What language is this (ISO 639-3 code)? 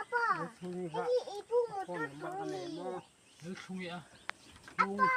lus